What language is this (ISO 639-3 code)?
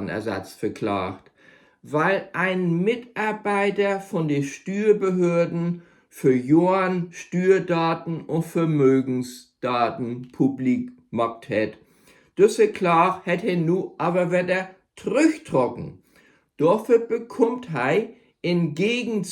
nds